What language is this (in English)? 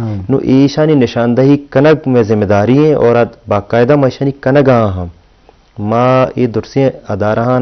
Eastern Balochi